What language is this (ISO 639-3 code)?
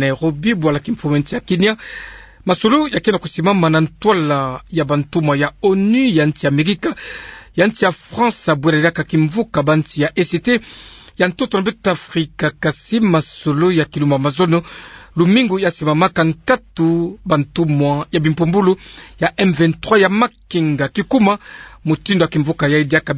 ktu